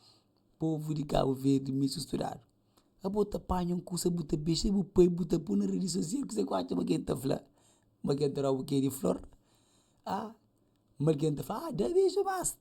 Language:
Kabuverdianu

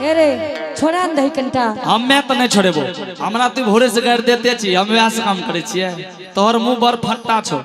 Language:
Angika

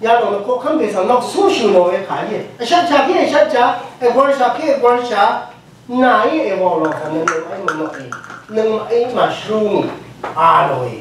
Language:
Rawang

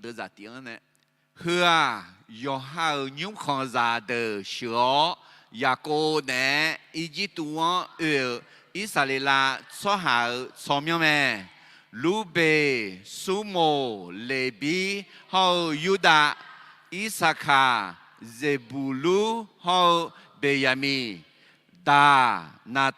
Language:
Akha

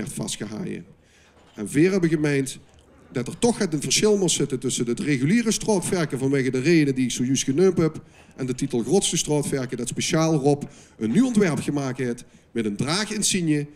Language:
Limburgish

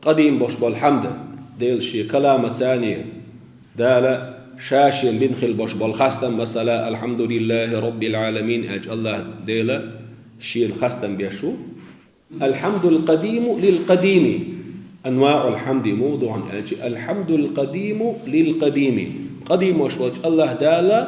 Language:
Chechen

